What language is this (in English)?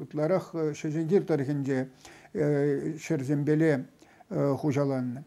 Chuvash